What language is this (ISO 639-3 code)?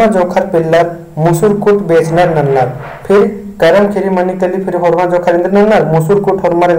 kru